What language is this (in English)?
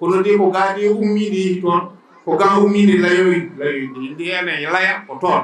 Fula